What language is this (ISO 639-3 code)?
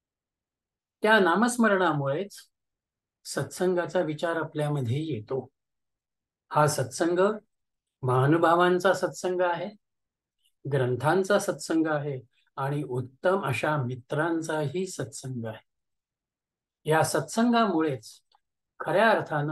mar